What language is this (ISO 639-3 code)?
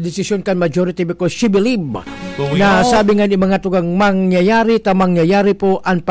bik